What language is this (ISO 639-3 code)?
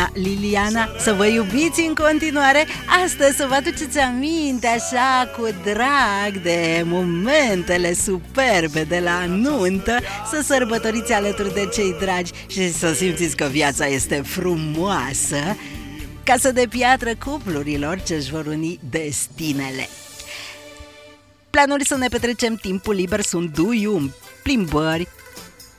ron